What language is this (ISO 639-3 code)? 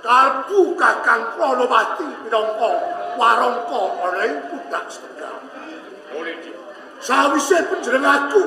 jav